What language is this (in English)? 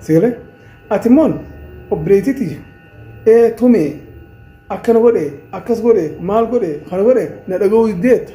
Oromo